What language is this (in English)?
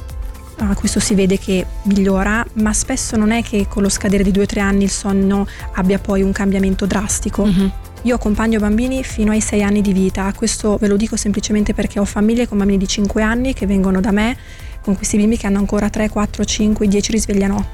Italian